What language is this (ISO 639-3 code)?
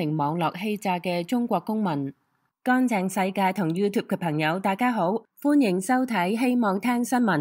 yue